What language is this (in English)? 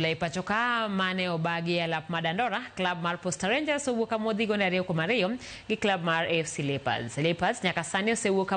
Luo (Kenya and Tanzania)